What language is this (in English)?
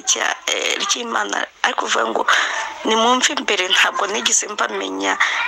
Kinyarwanda